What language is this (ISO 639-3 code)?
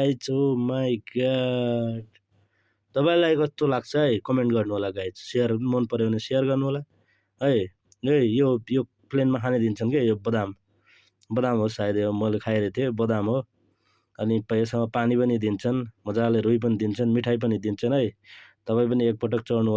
nep